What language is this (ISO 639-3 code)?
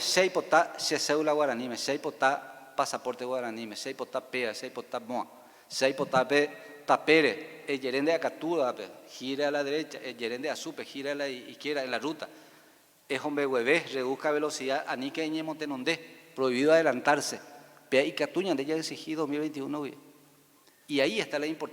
grn